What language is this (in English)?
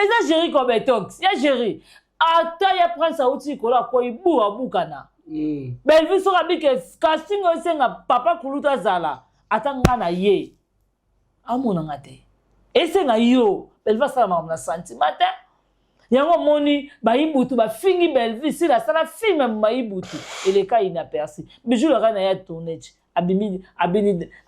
Lingala